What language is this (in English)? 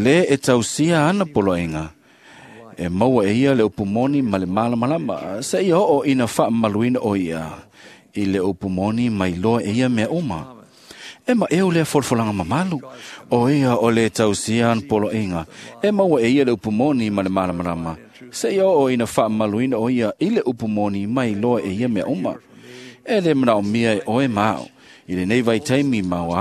Samoan